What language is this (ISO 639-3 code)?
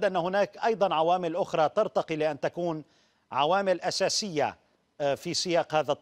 ara